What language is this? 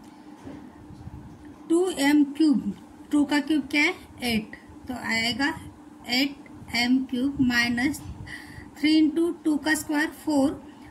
Hindi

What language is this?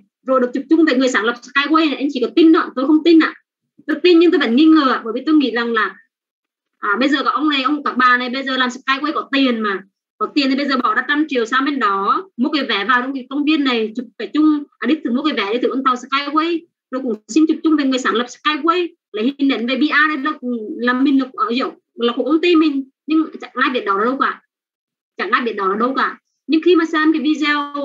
Vietnamese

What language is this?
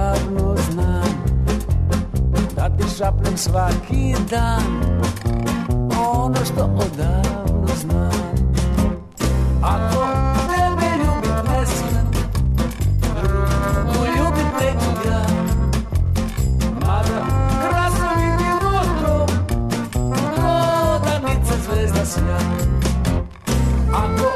Serbian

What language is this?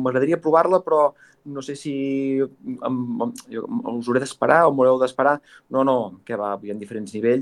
Catalan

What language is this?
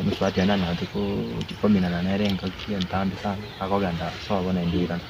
Gusii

